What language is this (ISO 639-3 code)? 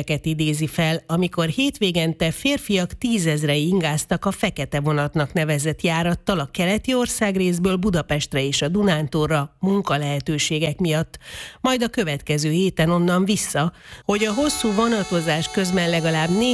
hun